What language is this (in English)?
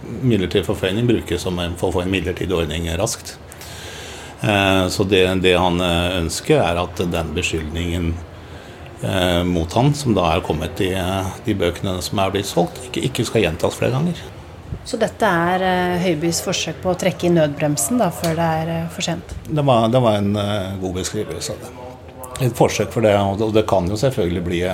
Norwegian